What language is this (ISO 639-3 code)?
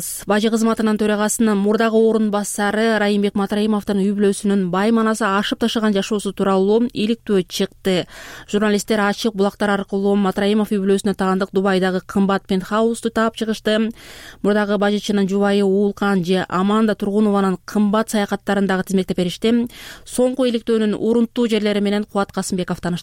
kir